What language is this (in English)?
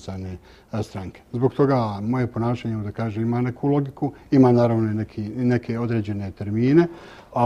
Bosnian